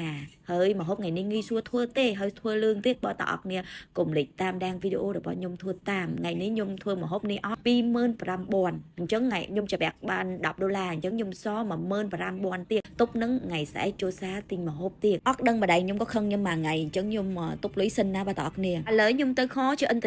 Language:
Khmer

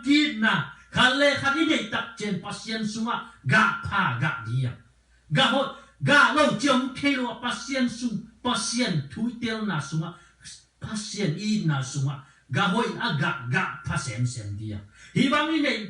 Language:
Tedim Chin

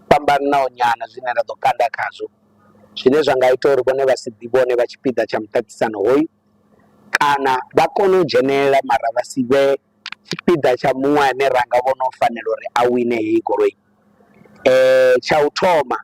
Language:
Venda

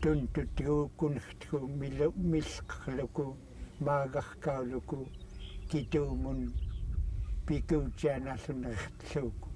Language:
Central Yupik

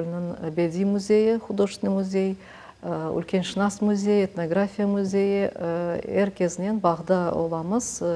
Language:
Crimean Tatar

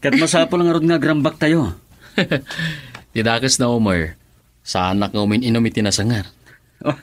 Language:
Iloko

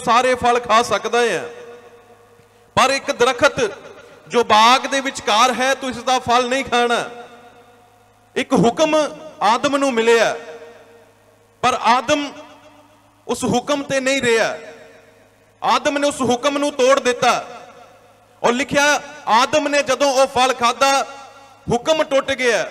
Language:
Punjabi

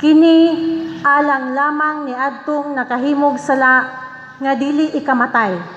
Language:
Cebuano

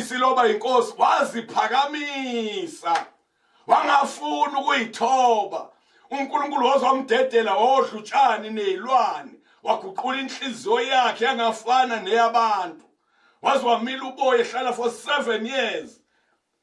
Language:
Zulu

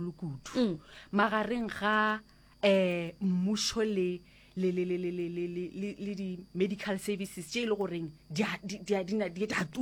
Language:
Northern Sotho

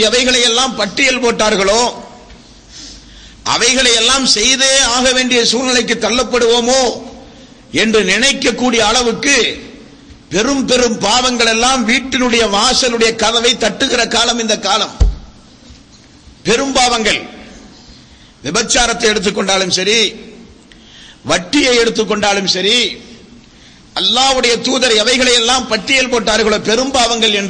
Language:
Tamil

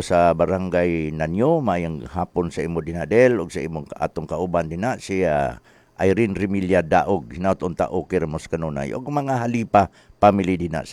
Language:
Cebuano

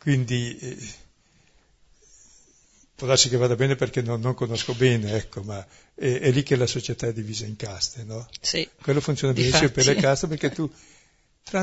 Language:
Italian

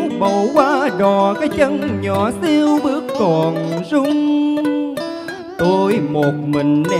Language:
Vietnamese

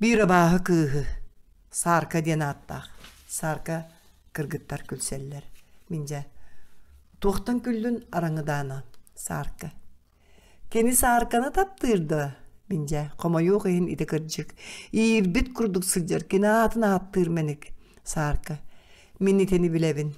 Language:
Yakut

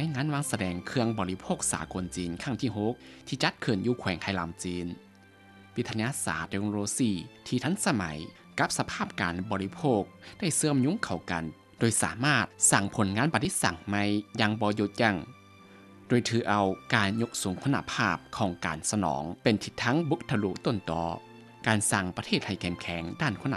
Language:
Lao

